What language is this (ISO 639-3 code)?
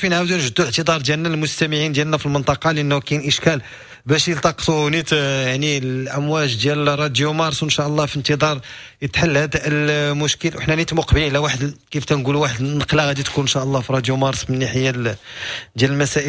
ary